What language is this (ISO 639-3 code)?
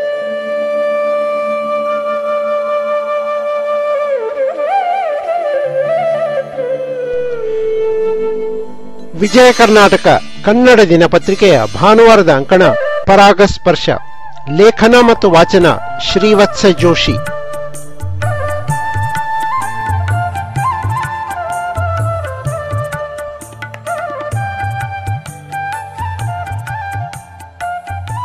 kan